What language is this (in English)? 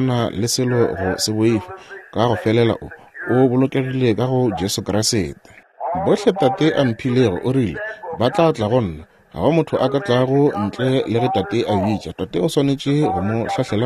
Northern Sotho